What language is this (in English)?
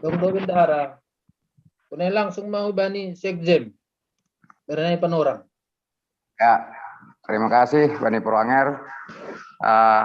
Batak Simalungun